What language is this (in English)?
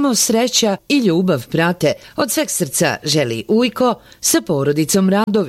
Serbian